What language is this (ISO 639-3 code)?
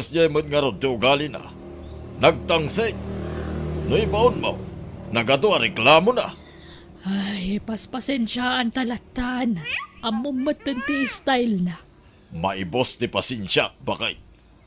ilo